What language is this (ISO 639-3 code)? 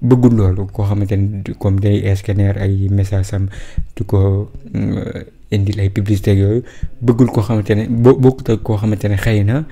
wol